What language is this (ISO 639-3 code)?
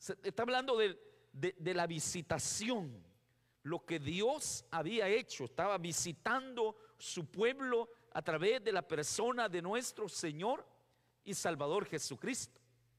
spa